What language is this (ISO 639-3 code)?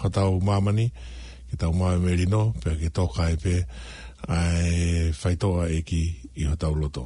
ton